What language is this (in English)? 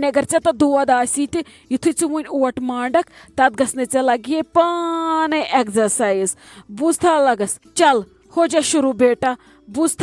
Kashmiri